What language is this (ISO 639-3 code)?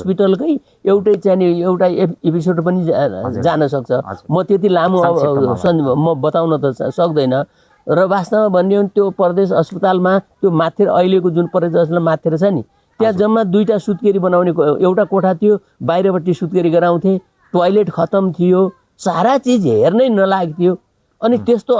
nep